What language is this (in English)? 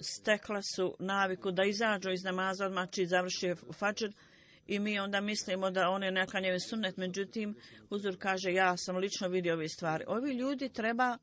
Bosnian